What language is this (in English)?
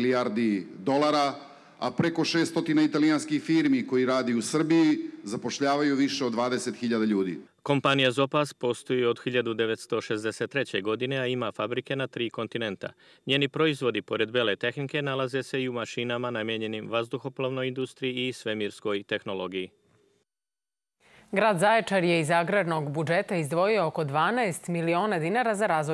Serbian